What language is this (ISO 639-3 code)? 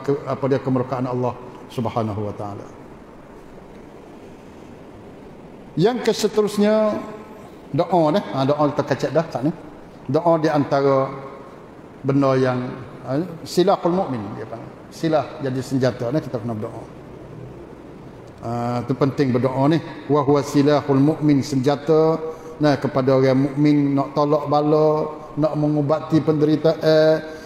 msa